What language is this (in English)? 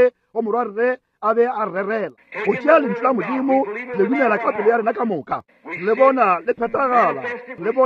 Northern Sotho